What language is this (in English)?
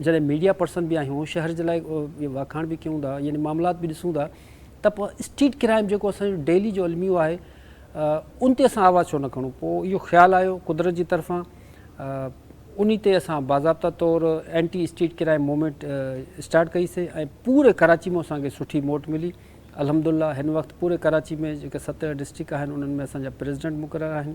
Sindhi